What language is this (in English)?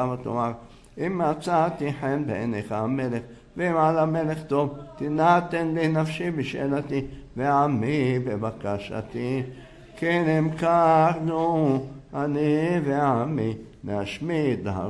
Hebrew